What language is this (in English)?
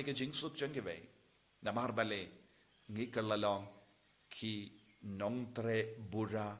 Khasi